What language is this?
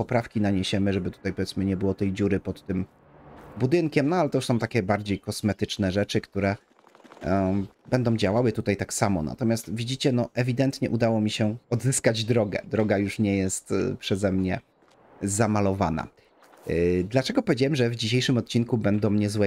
Polish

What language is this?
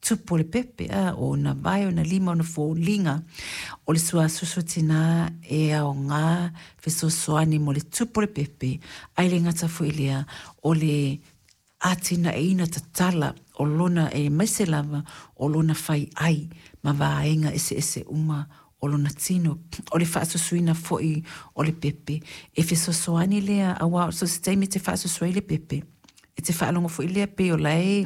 Samoan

